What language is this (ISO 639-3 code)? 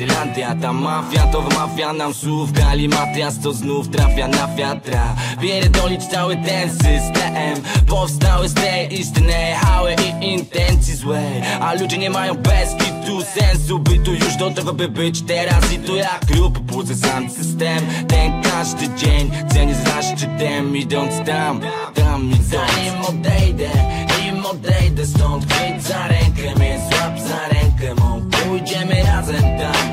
pol